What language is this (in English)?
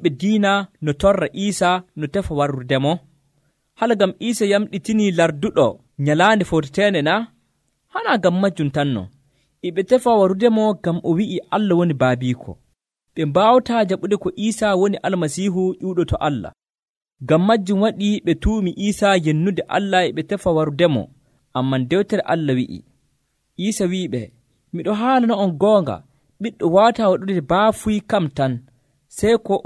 Nigerian Fulfulde